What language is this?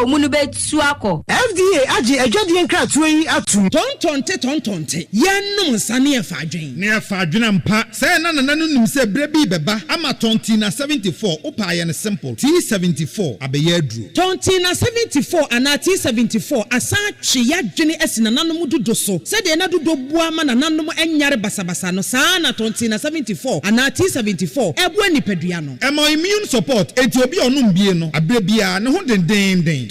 Akan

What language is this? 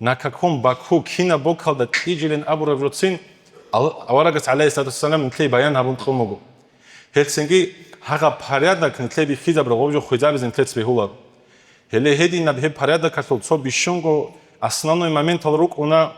Avaric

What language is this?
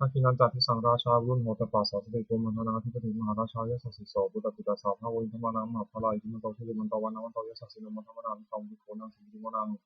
Pali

